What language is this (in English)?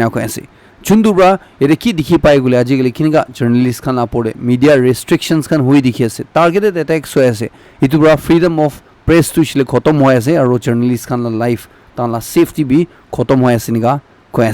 Naga Pidgin